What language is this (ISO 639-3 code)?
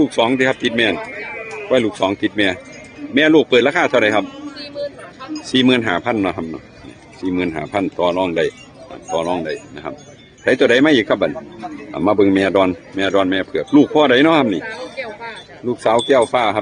tts